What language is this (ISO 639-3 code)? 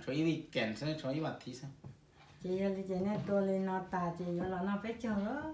hmn